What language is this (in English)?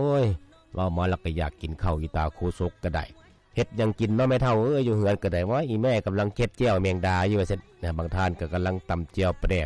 Lao